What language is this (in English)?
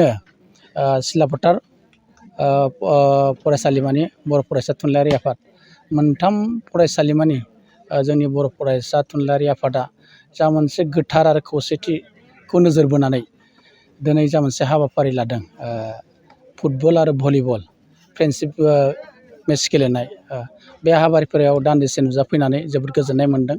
Bodo